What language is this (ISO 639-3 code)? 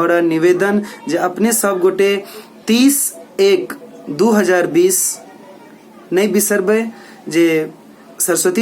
mai